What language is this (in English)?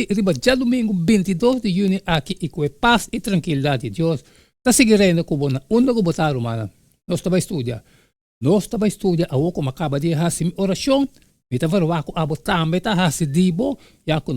Papiamento